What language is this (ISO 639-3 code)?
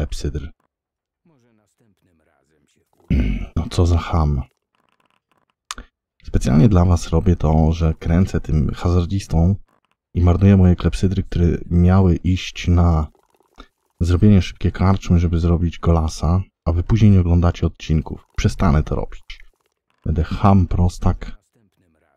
pol